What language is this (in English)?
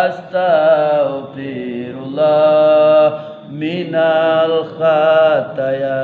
Minangkabau